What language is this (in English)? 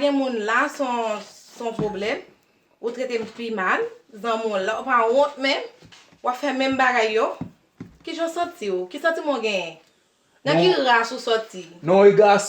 Haitian Creole